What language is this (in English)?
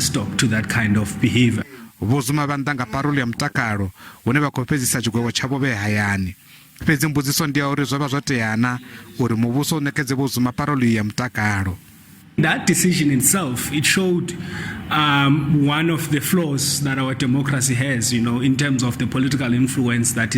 Venda